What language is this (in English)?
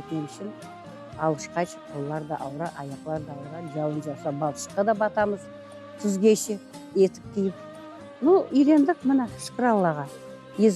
Crimean Tatar